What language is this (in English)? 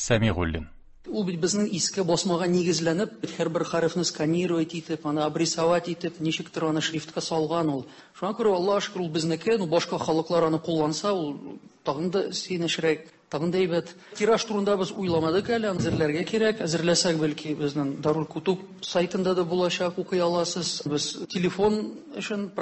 Tatar